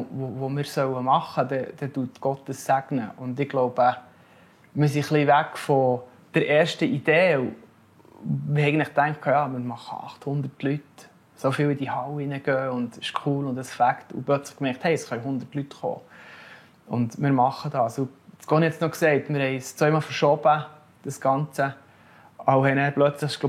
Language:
Swiss German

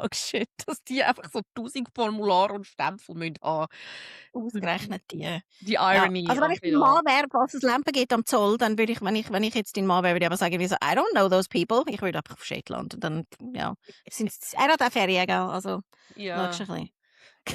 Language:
Swiss German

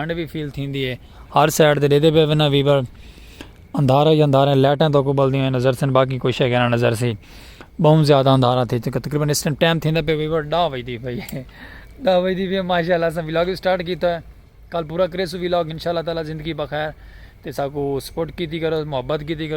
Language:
Saraiki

